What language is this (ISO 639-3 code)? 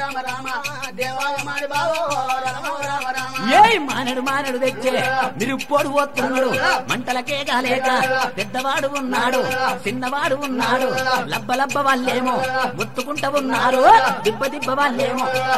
tel